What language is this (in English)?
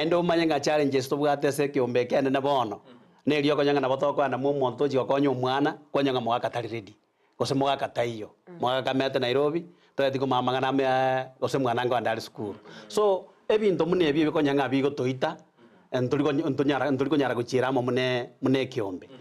Gusii